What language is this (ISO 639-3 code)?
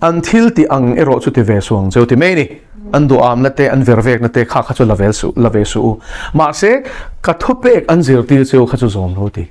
lus